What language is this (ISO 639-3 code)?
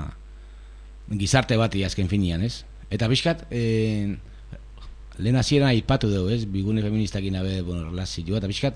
eus